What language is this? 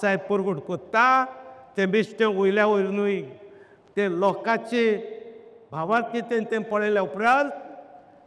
Konkani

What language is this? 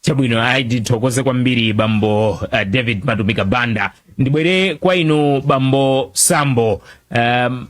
Nyanja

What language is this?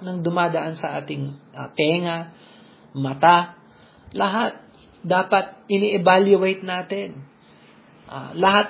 Filipino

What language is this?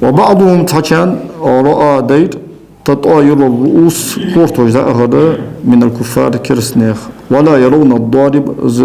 Ingush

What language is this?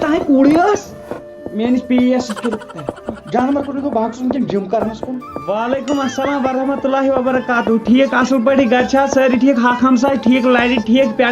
Kashmiri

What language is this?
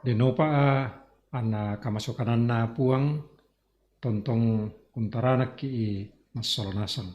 Toraja-Sa'dan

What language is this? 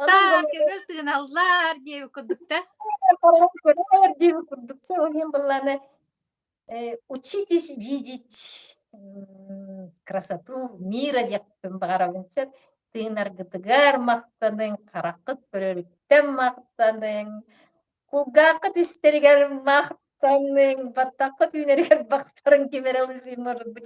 Yakut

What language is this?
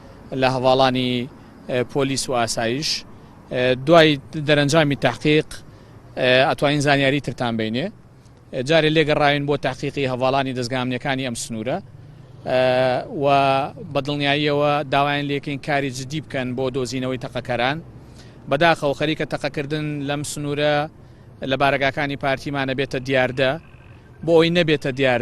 Central Kurdish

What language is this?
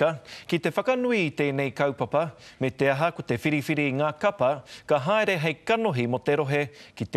Māori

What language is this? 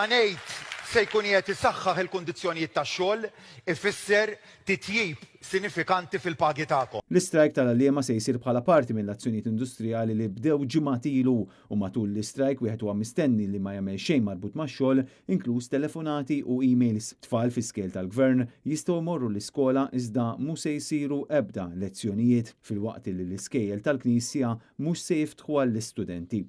Maltese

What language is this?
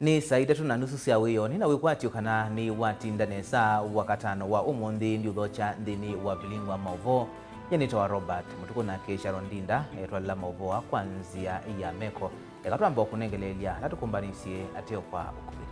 Kamba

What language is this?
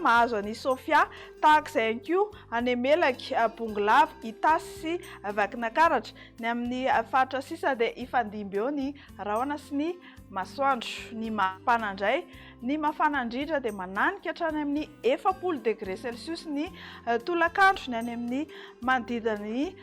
Malagasy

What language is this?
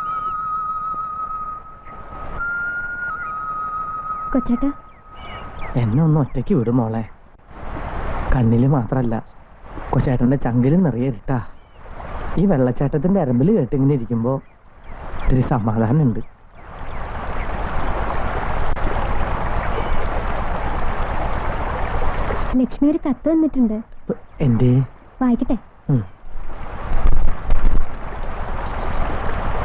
Malayalam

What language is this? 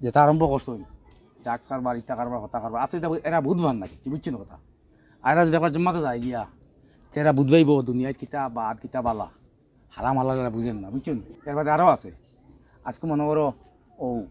Sylheti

